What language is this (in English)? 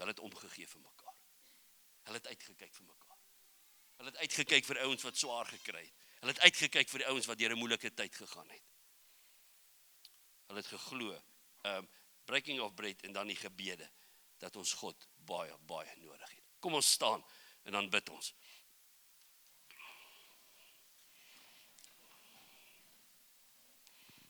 Afrikaans